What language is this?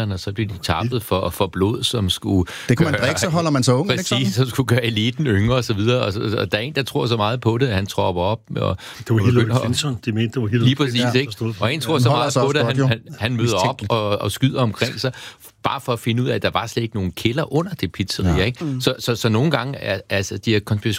Danish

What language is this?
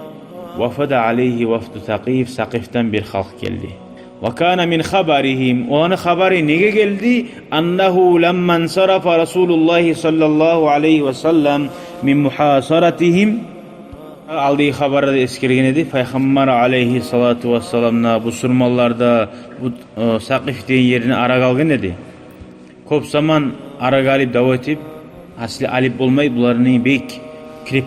Kumyk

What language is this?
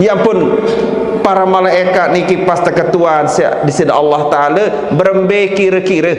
Sasak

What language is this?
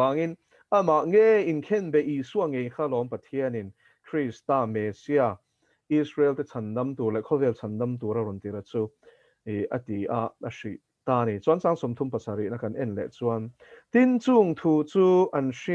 Mizo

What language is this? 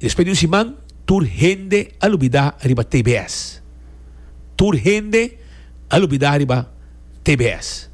Papiamento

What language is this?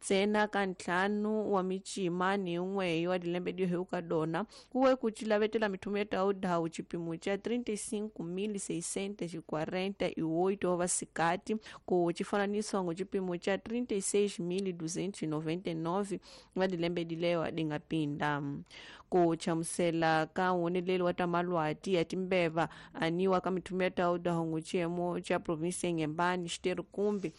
Tsonga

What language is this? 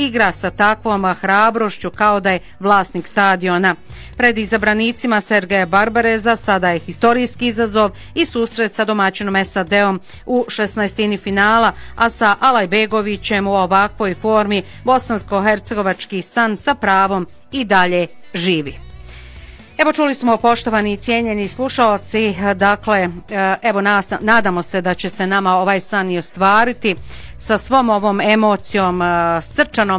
Bosnian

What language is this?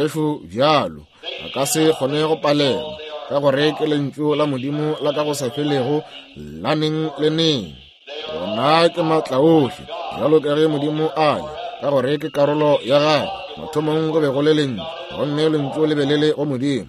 Northern Sotho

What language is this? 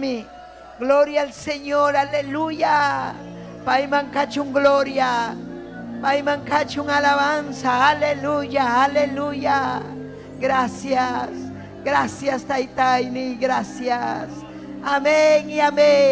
Ayacucho Quechua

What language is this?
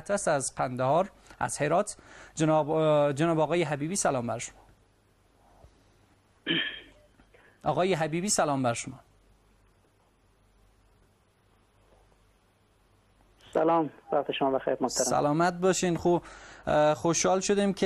Persian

